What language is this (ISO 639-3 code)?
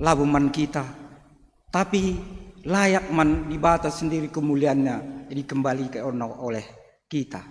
btx